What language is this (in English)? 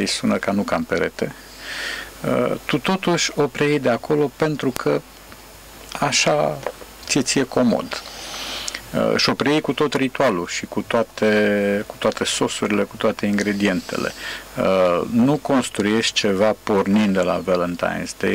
Romanian